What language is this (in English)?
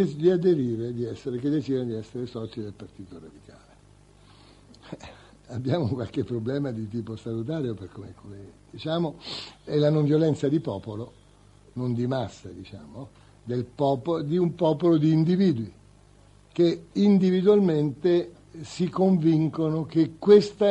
Italian